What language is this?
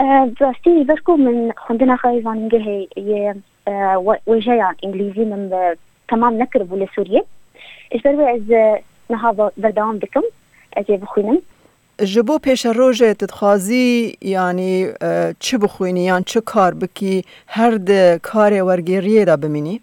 Kurdish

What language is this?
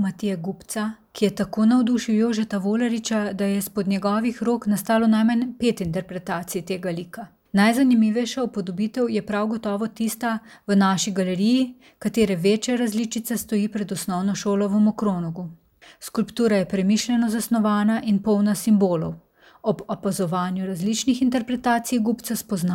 Slovenian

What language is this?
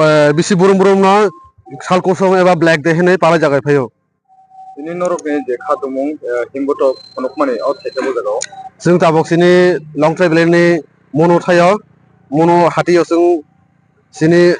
Riang (India)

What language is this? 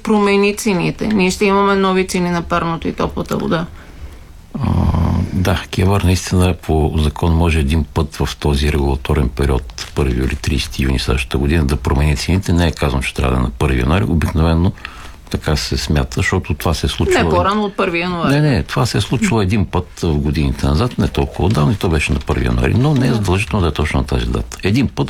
Bulgarian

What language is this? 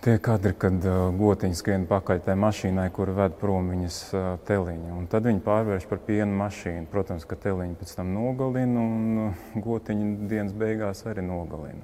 Latvian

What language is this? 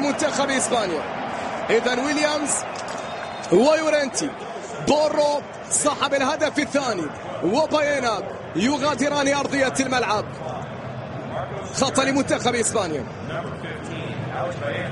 Arabic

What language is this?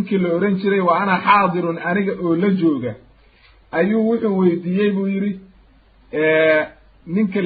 Somali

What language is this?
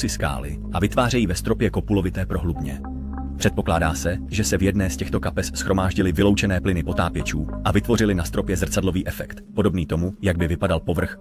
Czech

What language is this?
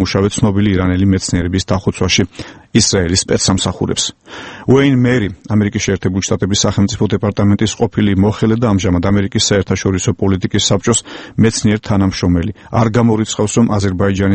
Georgian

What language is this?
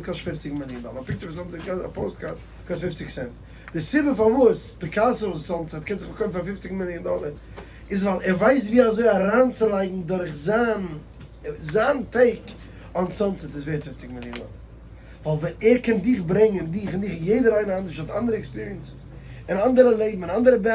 Yiddish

